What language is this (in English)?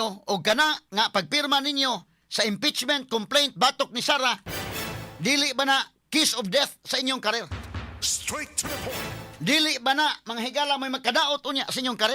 Cebuano